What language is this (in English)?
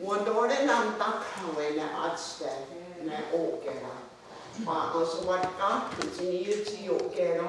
Mohawk